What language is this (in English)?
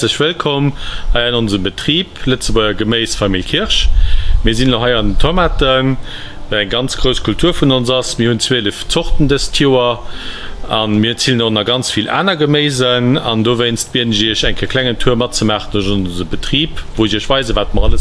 Luxembourgish